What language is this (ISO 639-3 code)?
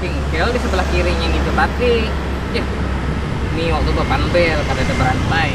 bjn